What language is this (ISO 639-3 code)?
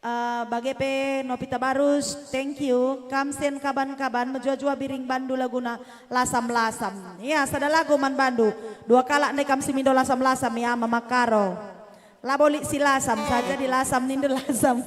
btx